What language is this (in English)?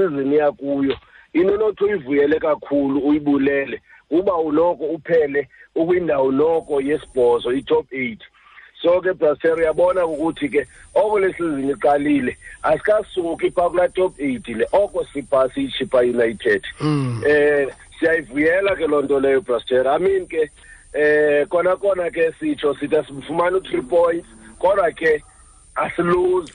Xhosa